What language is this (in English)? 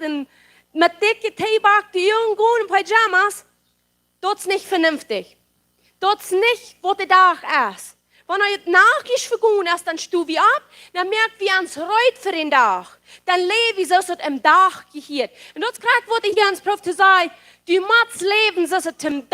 Plautdietsch